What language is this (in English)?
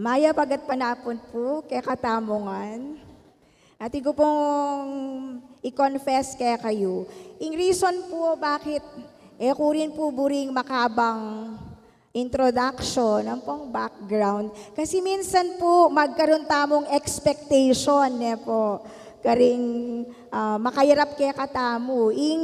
Pampanga